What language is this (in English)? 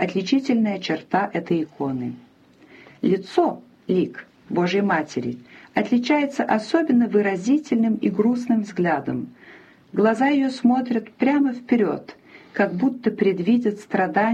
Russian